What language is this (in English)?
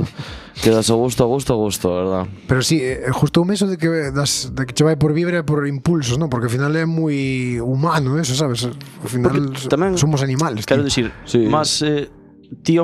Galician